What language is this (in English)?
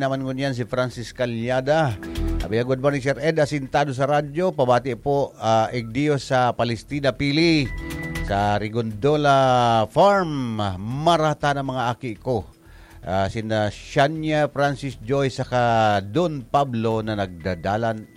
Bikol